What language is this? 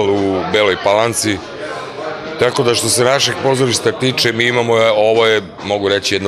Serbian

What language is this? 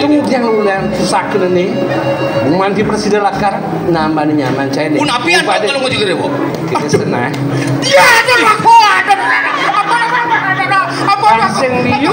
Balinese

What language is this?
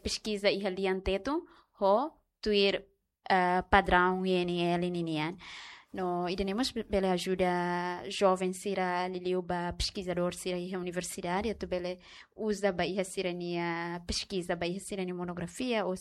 Tetum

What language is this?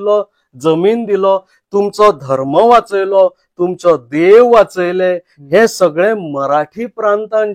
Konkani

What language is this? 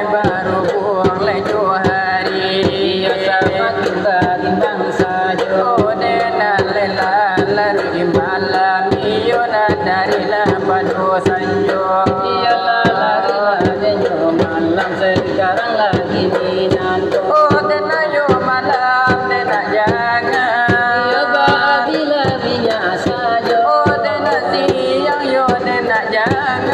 Minangkabau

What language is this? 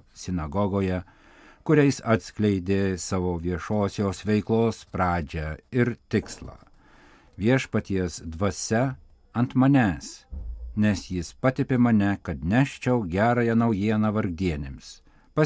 Lithuanian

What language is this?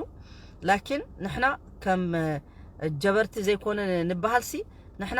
Tigrinya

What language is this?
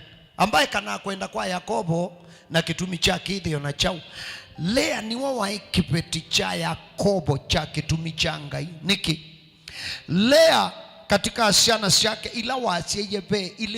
Kamba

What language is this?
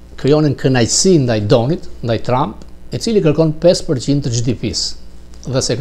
Albanian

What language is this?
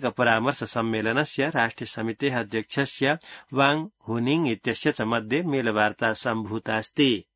Sanskrit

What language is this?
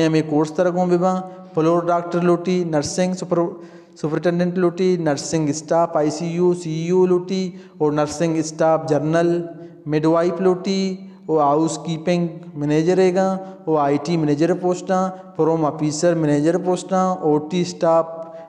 Baluchi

